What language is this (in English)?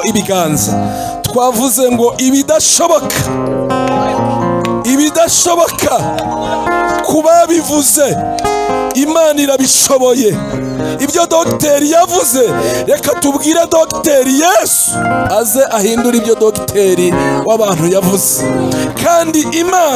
Kinyarwanda